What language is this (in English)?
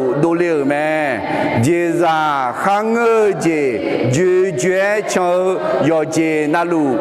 Akha